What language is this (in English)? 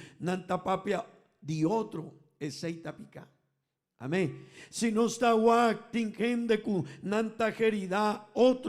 Papiamento